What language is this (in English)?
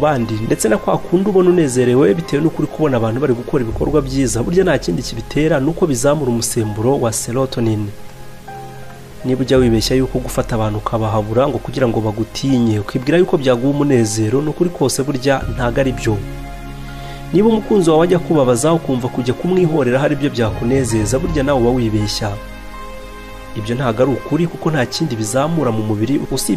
Kinyarwanda